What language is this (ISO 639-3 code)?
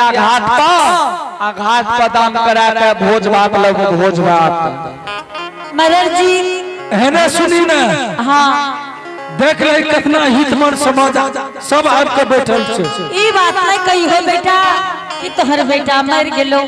anp